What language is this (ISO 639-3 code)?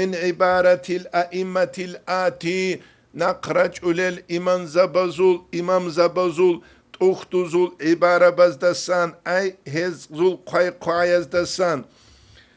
ava